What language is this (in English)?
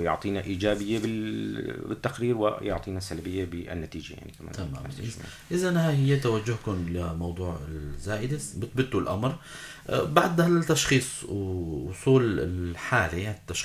North Levantine Arabic